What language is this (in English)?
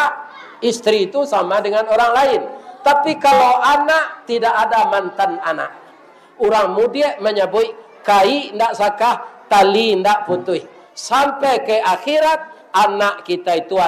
Minangkabau